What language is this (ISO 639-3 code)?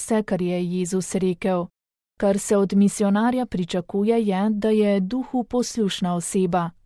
slv